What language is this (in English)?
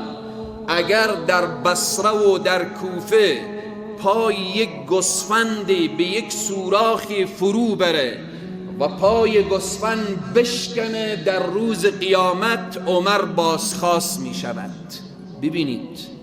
Persian